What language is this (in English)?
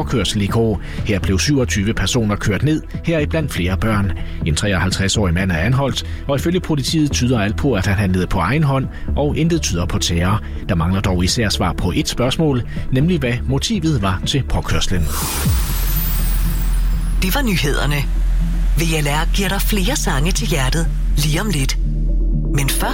Danish